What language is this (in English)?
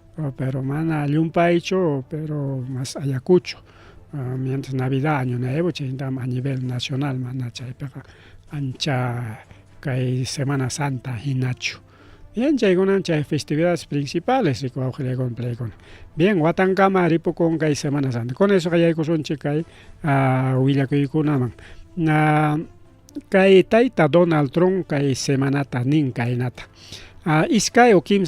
Ayacucho Quechua